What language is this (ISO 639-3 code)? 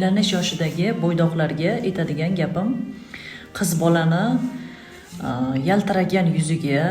uzb